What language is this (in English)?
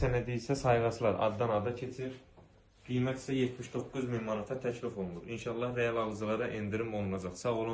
Azerbaijani